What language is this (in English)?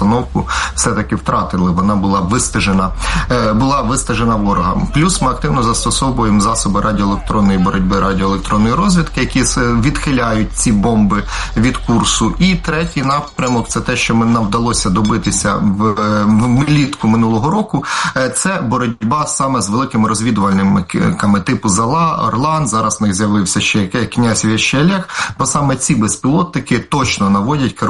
Ukrainian